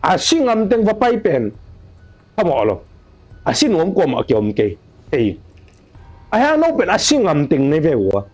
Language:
Tedim Chin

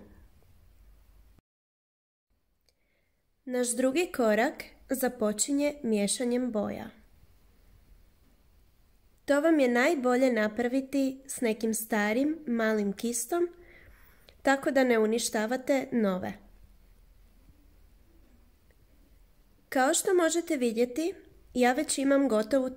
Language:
Croatian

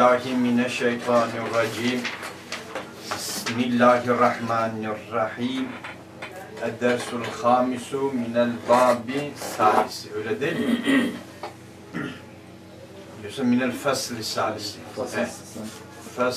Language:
Turkish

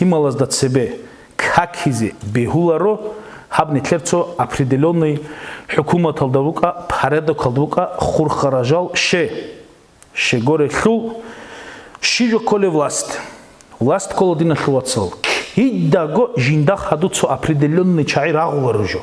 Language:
Avaric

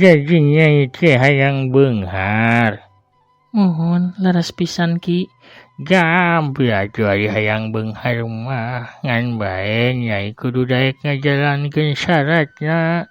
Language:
Sundanese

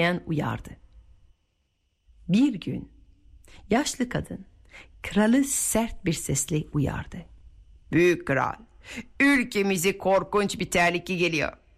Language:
Turkish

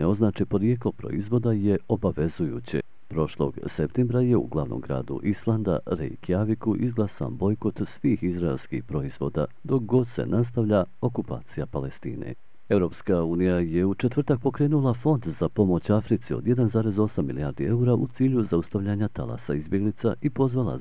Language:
Bosnian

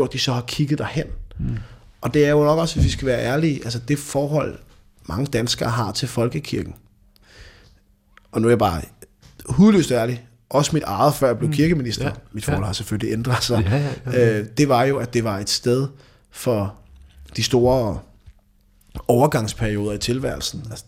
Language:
Danish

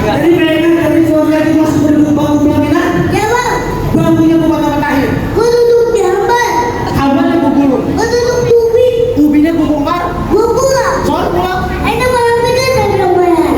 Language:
Betawi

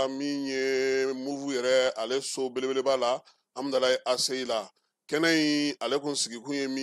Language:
Bambara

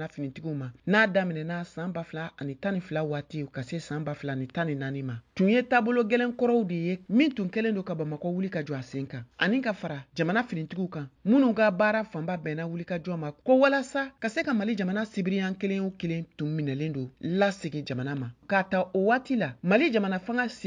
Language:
Bambara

